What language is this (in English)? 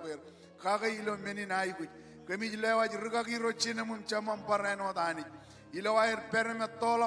Marshallese